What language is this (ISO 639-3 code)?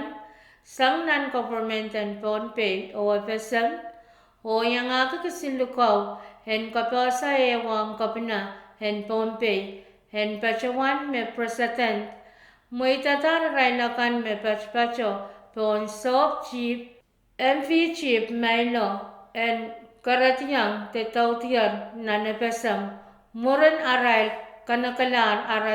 pon